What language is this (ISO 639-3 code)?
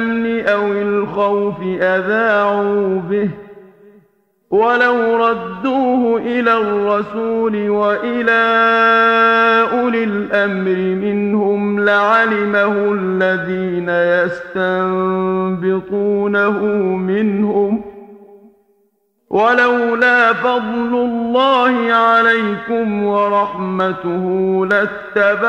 ara